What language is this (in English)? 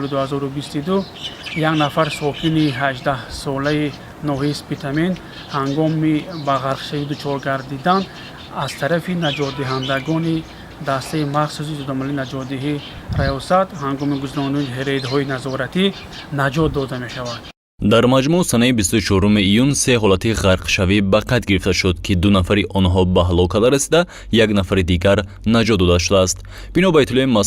Tajik